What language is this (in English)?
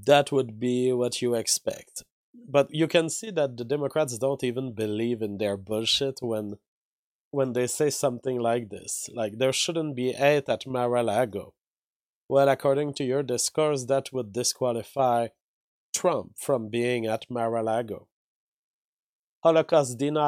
English